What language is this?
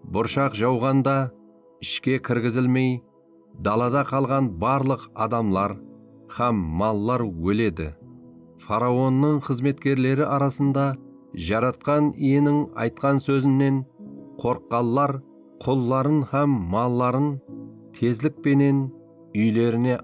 Kara-Kalpak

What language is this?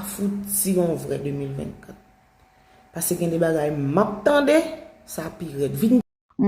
Haitian Creole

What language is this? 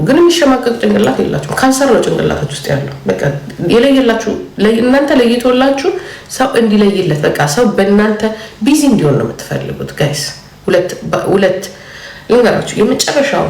Amharic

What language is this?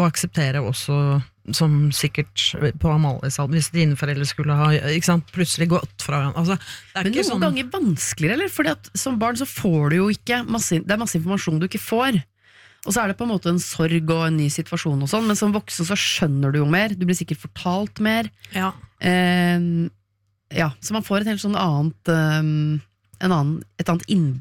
Norwegian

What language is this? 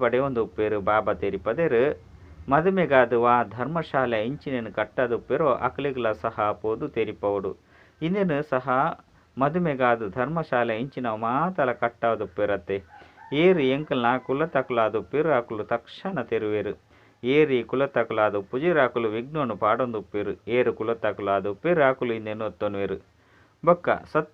Tulu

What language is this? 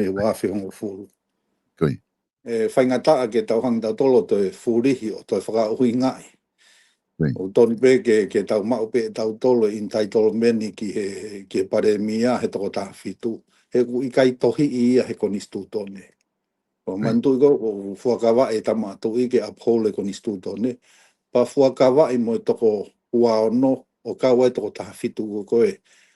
Tongan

